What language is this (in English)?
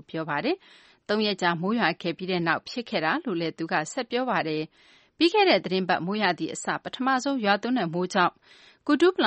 Burmese